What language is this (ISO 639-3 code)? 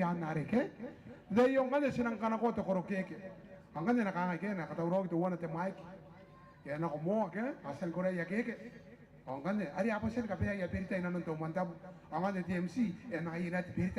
gil